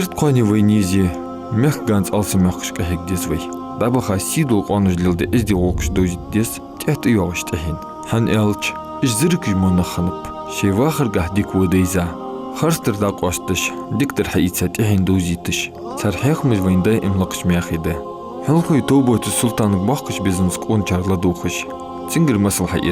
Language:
Ingush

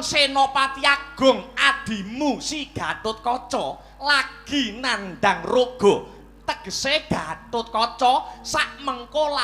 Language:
Javanese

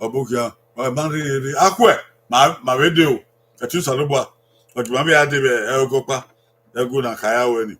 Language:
Bini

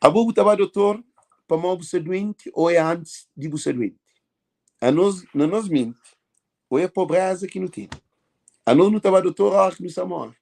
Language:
Kabuverdianu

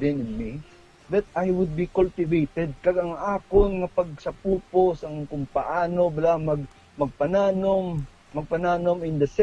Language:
Hiligaynon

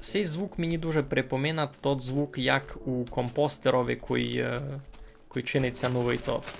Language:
Rusyn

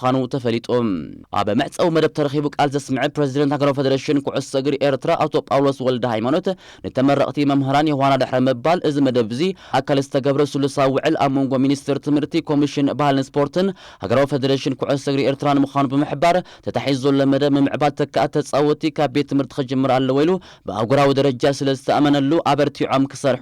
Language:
Tigrinya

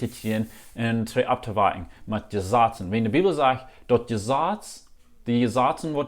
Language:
Plautdietsch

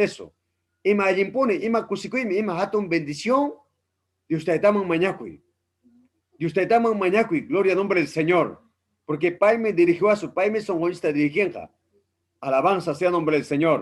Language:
Ayacucho Quechua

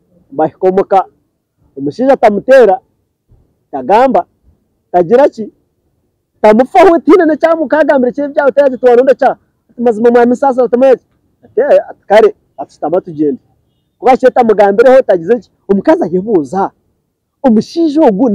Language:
Nyankole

